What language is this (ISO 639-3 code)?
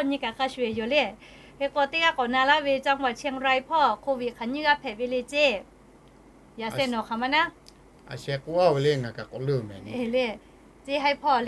lhu